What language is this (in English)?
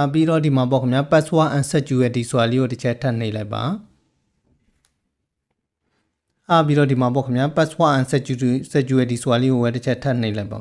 Burmese